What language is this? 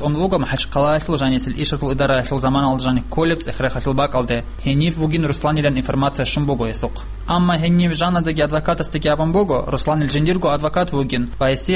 Avaric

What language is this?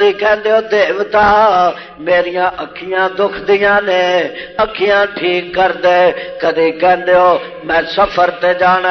Western Panjabi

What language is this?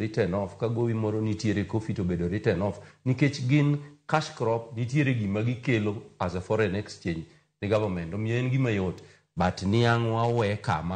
Luo (Kenya and Tanzania)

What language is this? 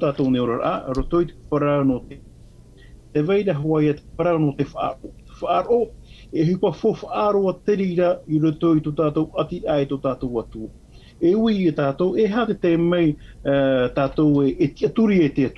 Tahitian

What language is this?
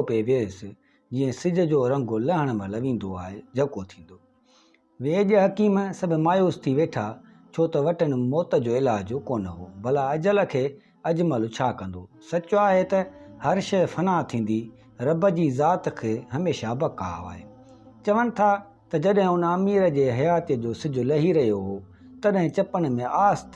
Sindhi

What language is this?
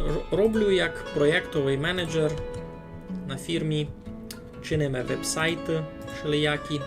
Rusyn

